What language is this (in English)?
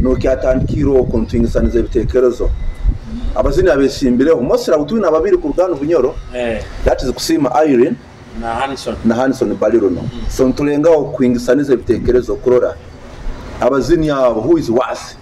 Nyoro